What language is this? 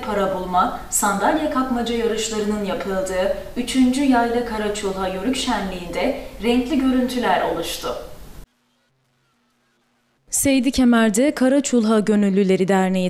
Turkish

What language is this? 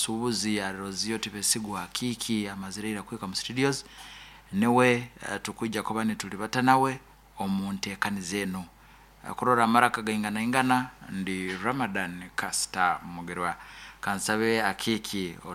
Nyoro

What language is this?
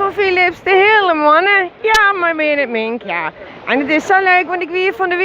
Western Frisian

